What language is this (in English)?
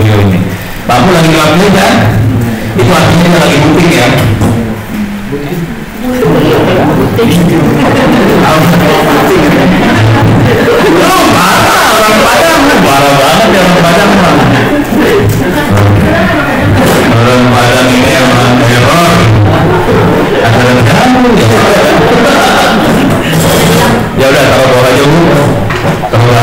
Indonesian